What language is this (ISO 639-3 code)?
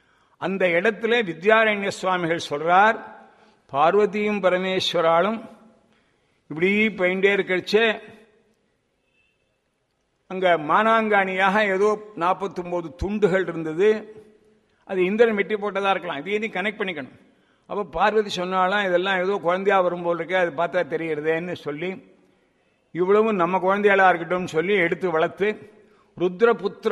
tam